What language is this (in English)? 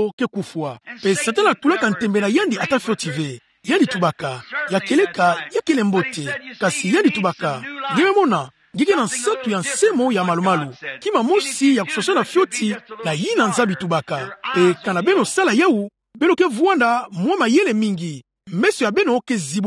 Kituba (Democratic Republic of Congo)